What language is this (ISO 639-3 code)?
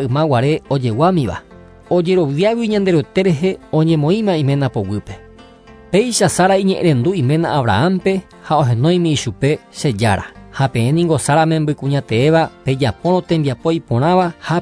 grn